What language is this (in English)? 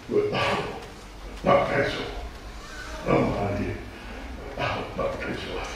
Tongan